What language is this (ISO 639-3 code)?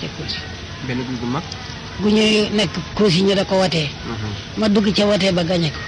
wol